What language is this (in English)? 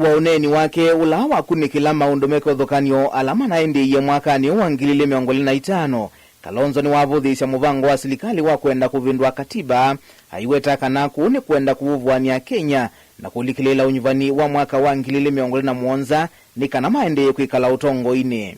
Kamba